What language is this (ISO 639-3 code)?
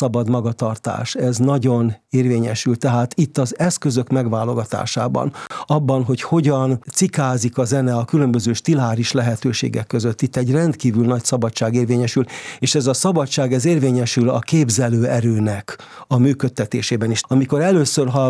hun